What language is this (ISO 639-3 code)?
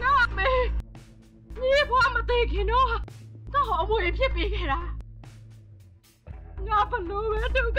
mya